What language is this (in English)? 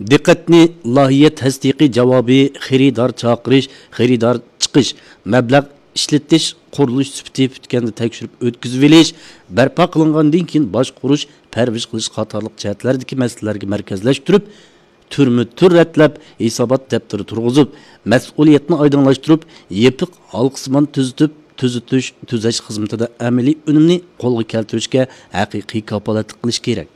Uyghur